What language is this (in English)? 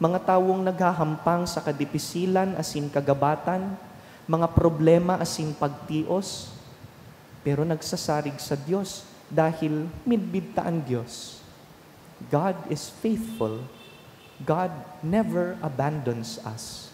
Bikol